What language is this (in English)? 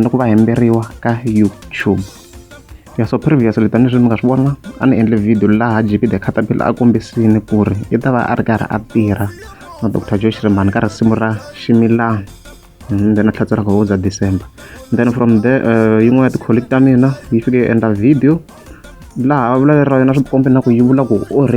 Tsonga